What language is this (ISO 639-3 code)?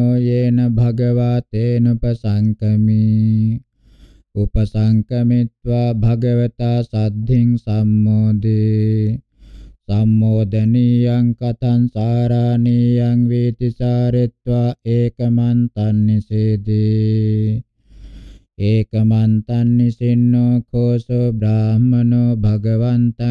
pli